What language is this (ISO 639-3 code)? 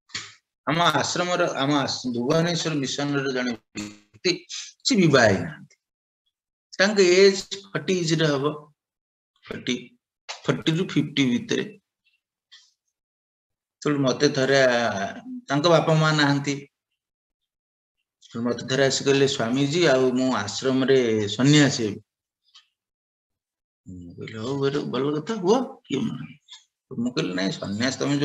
ori